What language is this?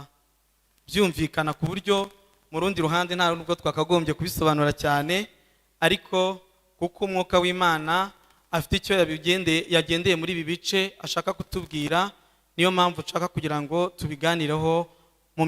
Kinyarwanda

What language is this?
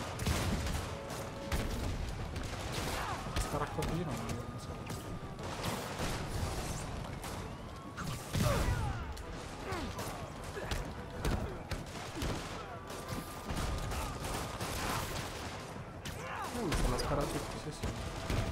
Italian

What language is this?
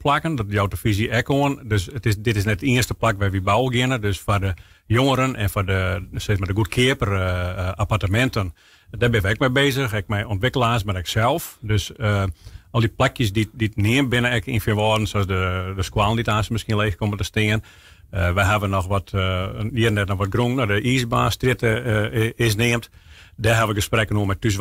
Western Frisian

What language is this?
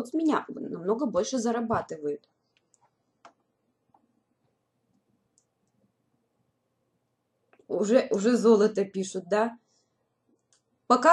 Russian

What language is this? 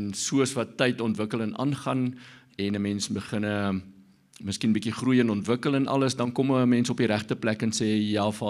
Afrikaans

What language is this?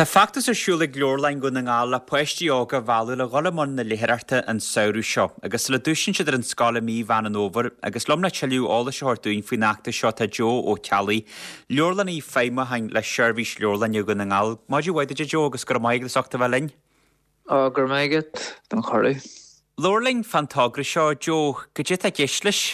Irish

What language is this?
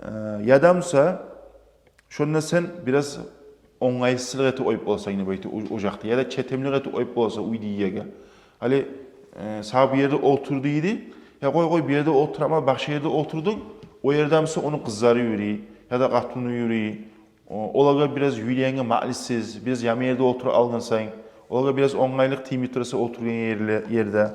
Kumyk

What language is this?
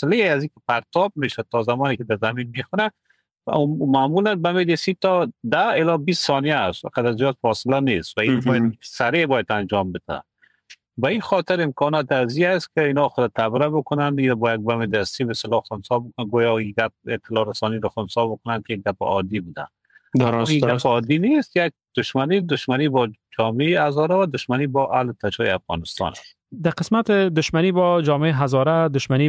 Persian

